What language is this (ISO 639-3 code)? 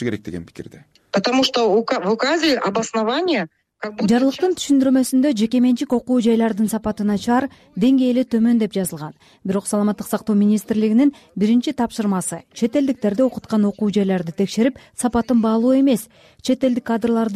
kir